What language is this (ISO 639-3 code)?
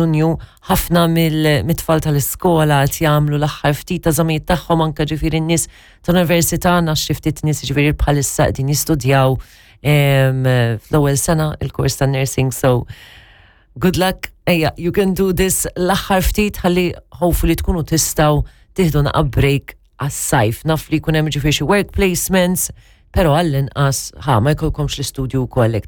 mlt